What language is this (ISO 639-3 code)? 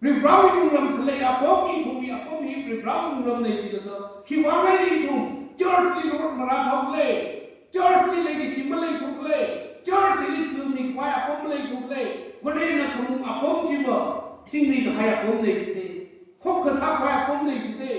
nmf